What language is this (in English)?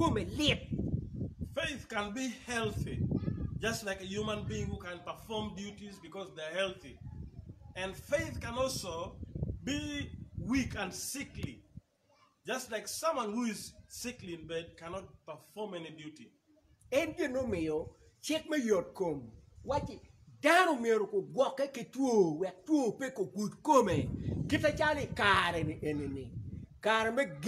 Acoli